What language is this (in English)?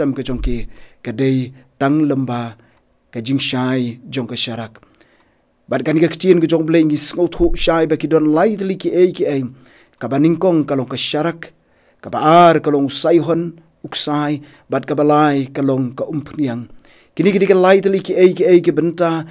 Khasi